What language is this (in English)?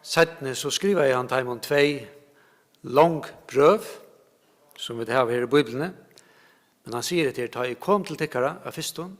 Faroese